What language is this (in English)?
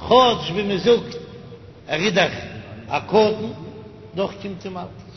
Yiddish